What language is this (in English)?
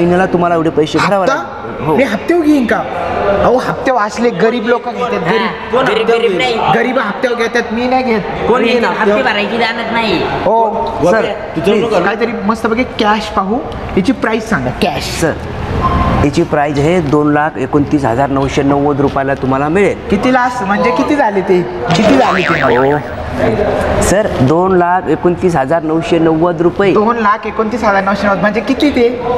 Marathi